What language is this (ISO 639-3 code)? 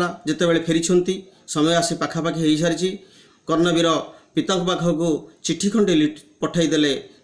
ori